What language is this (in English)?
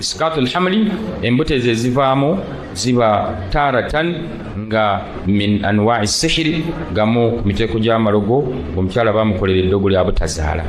Ganda